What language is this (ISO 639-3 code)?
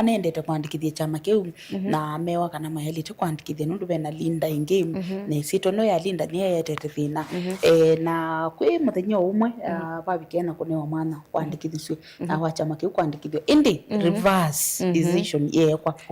kam